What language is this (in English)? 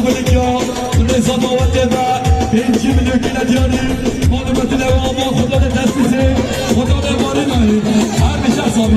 Kurdish